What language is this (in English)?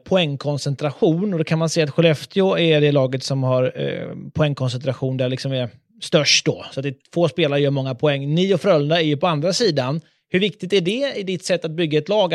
Swedish